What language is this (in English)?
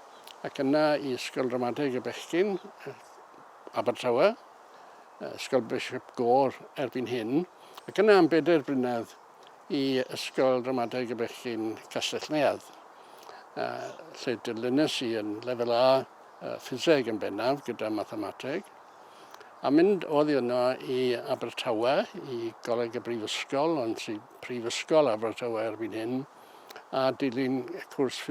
Welsh